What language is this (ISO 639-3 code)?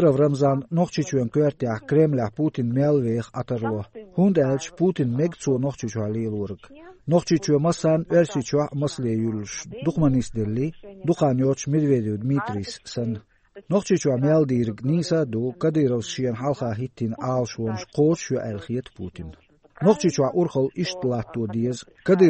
che